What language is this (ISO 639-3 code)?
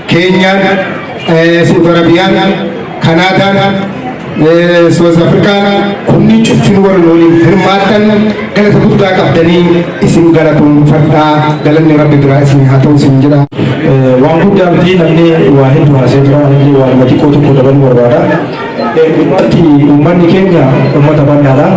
orm